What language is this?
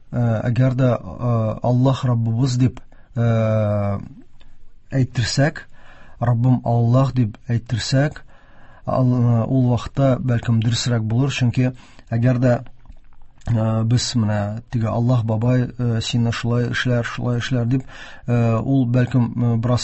Tatar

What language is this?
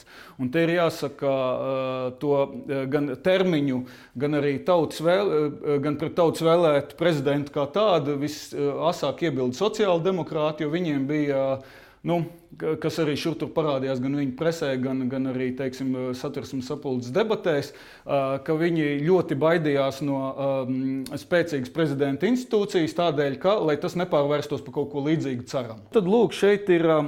Latvian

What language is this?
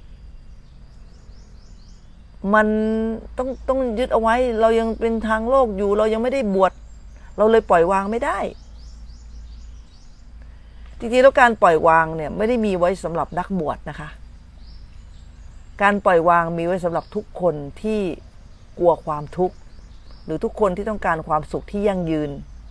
Thai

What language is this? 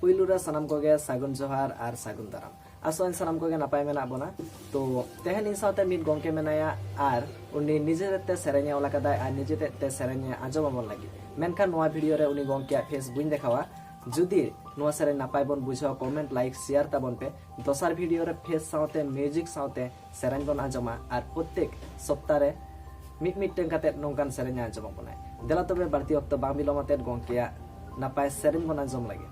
Santali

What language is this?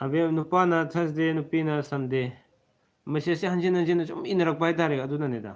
Manipuri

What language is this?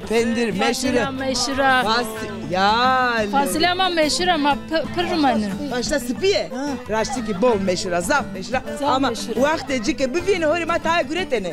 Zaza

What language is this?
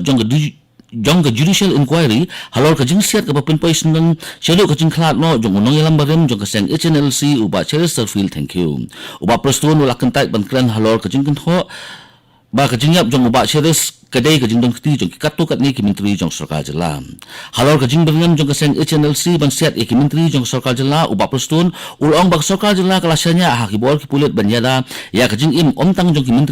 Khasi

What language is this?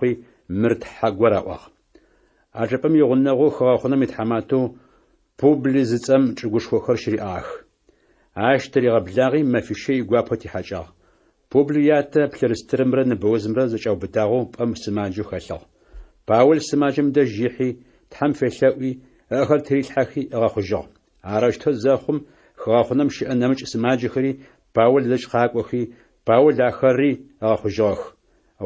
Adyghe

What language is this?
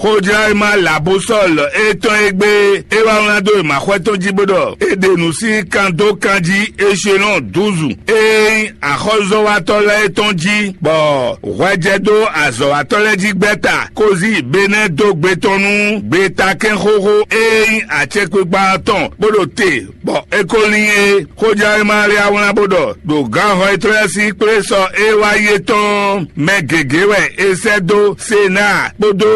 Fon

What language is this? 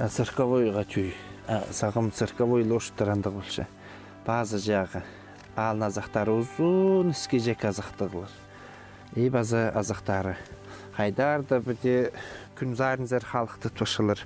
Khakas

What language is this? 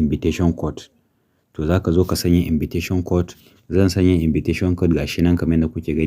Hausa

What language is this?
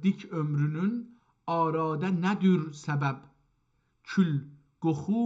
South Azerbaijani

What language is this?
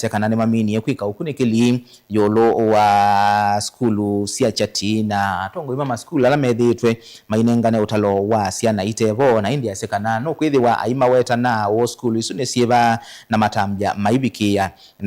Kamba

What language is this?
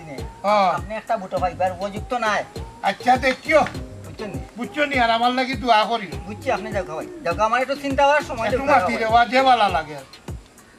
Sylheti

